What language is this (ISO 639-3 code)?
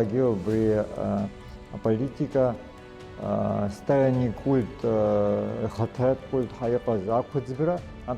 abk